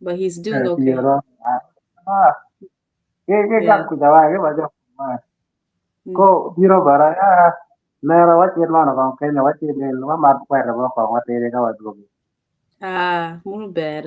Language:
Acoli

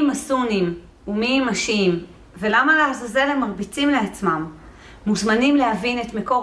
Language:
Hebrew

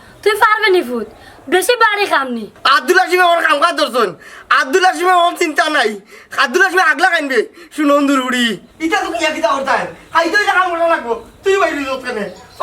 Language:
Sylheti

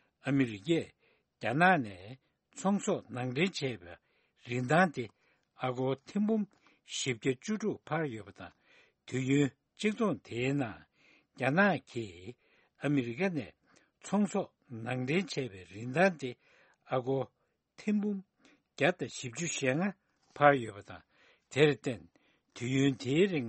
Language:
Tibetan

